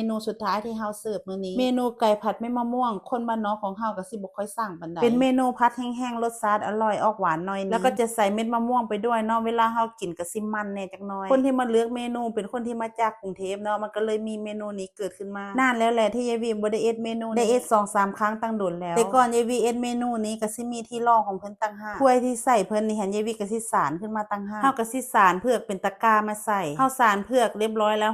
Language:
Northeastern Thai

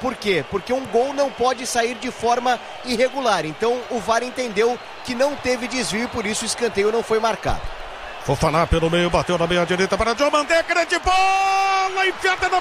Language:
Portuguese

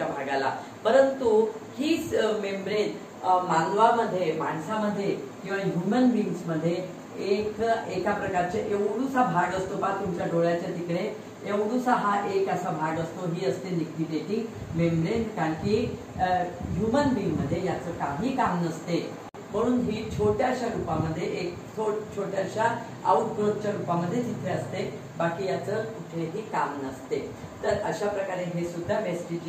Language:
Marathi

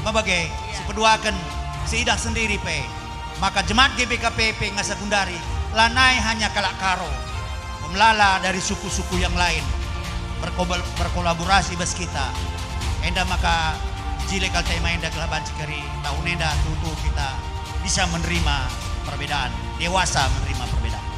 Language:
Batak Karo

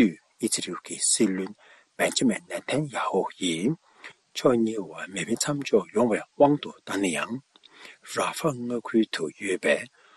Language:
Tibetan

